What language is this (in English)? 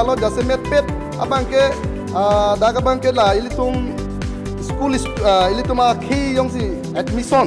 Karbi